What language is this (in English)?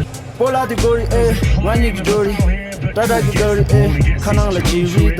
Tibetan